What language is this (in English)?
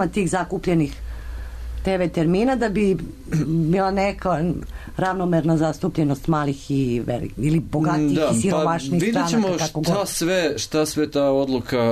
Serbian